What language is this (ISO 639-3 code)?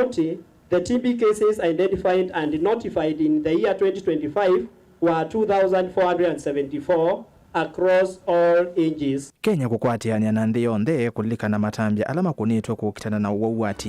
kam